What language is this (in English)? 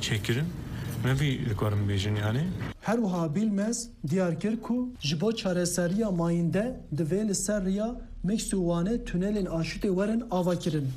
Kurdish